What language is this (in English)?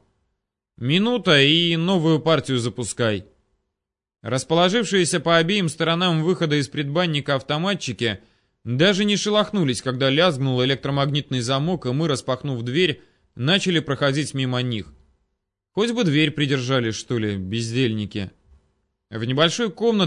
Russian